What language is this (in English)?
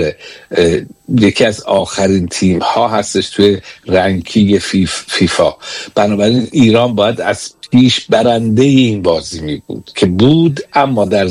Persian